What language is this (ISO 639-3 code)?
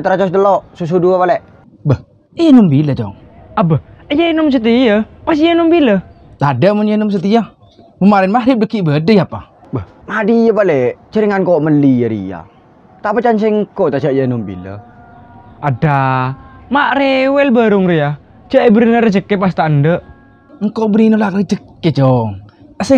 mad